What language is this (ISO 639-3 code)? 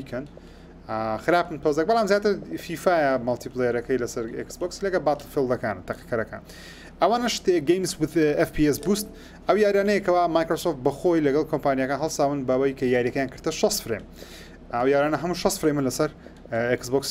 ckb